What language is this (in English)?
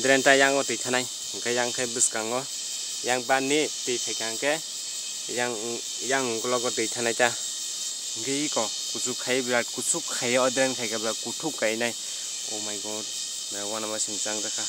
Kok Borok